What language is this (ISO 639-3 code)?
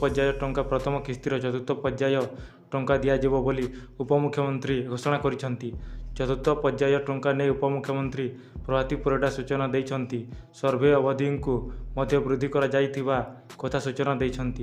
ori